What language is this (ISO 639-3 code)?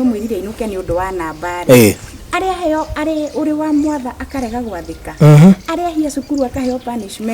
kik